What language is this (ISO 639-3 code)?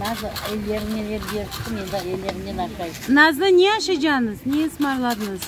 crh